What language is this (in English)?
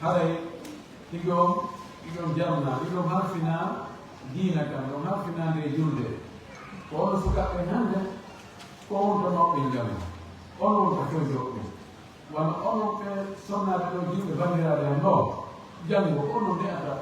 Fula